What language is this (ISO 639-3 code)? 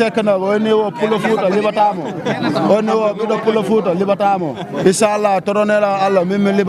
wol